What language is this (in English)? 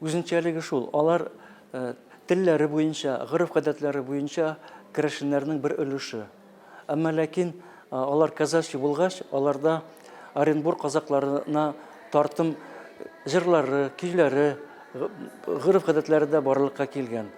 Tatar